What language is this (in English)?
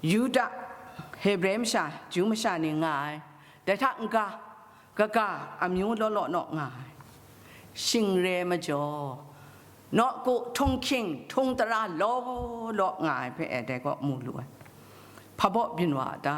Kachin